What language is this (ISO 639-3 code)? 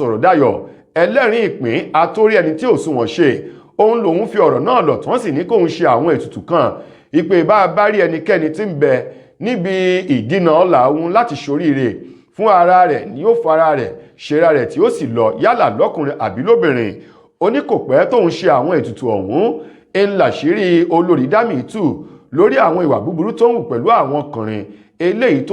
yor